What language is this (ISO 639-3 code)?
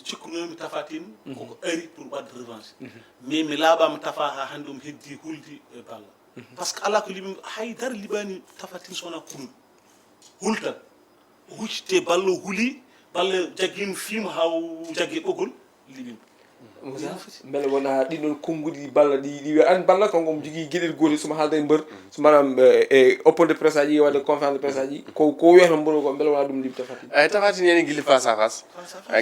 ful